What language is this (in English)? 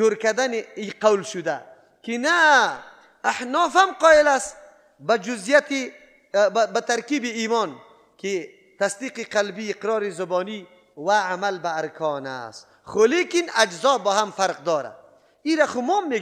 Persian